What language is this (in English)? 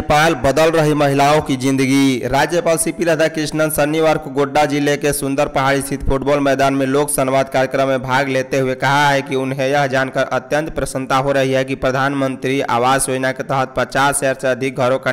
Hindi